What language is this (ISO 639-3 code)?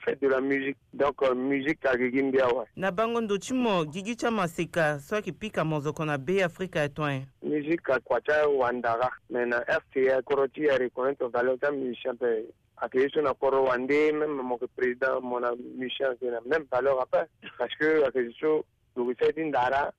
sag